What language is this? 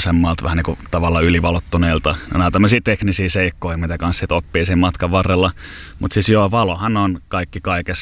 Finnish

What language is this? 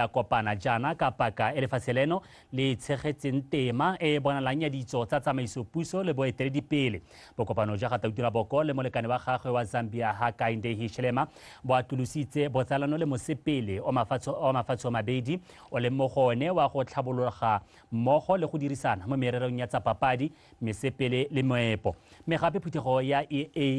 Tswana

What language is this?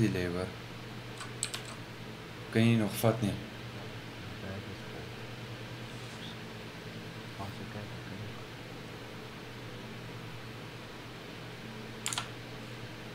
Afrikaans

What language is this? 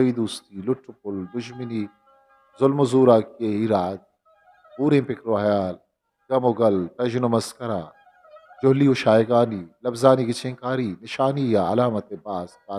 Eastern Balochi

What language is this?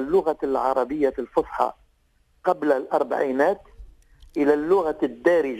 Tunisian Arabic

